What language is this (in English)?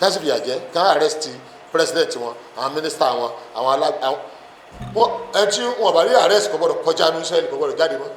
Yoruba